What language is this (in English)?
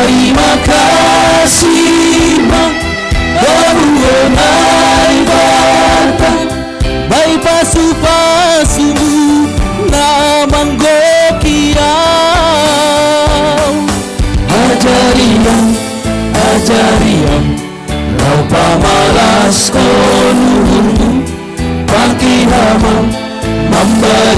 Batak Simalungun